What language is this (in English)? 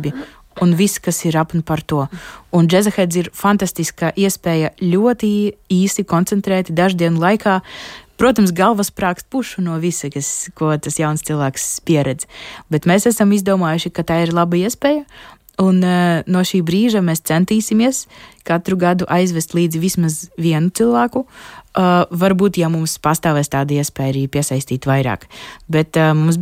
Latvian